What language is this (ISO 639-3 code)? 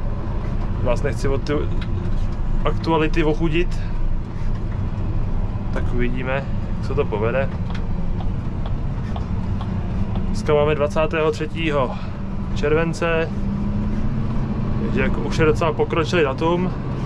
ces